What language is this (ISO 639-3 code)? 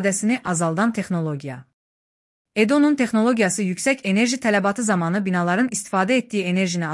aze